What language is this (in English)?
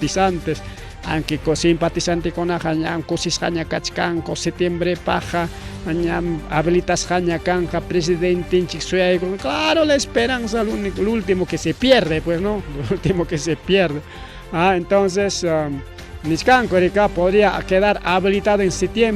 Ayacucho Quechua